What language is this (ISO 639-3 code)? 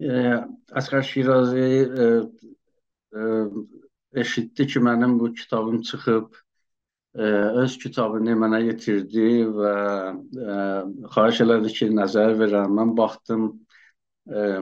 azb